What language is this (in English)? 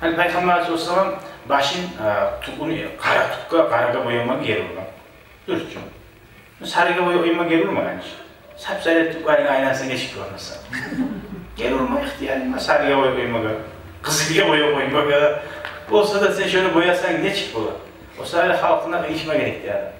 Kumyk